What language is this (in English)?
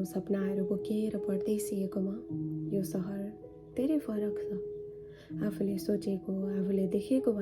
Nepali